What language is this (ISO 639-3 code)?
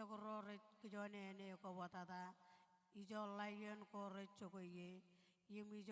mah